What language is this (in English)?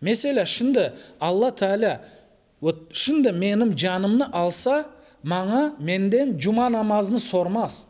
Crimean Tatar